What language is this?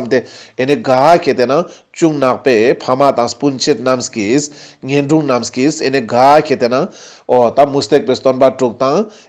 Ladakhi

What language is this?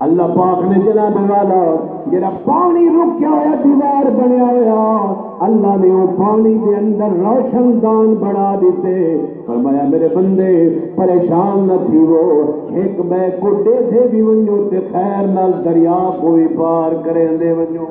Saraiki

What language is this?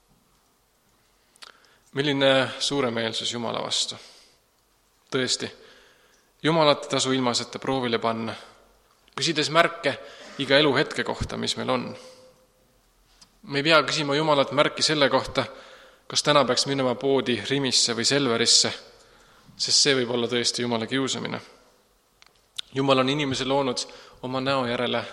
Estonian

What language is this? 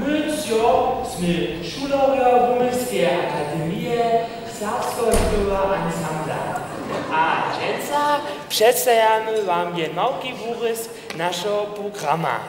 Upper Sorbian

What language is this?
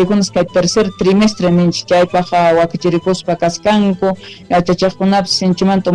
South Bolivian Quechua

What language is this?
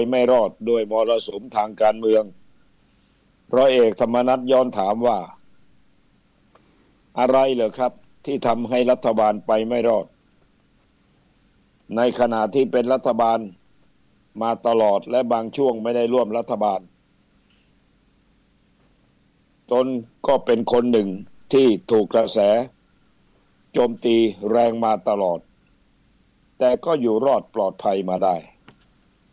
Thai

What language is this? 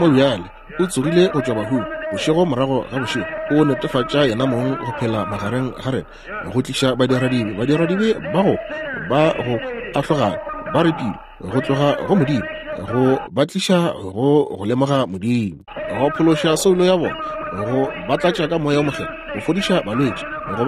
Northern Sotho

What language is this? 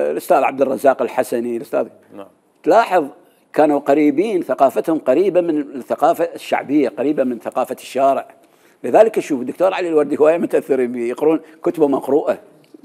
Mesopotamian Arabic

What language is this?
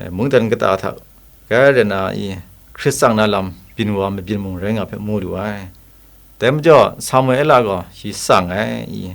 Kachin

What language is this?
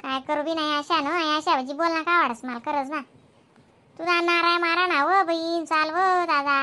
Khandesi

